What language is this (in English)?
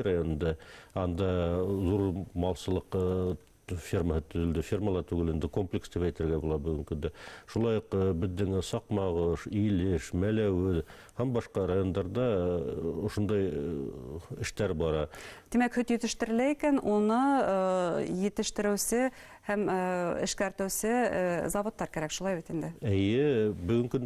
Bashkir